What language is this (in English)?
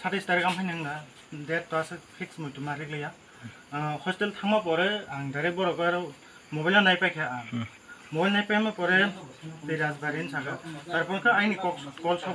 Kok Borok